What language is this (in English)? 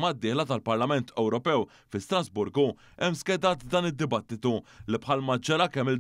Maltese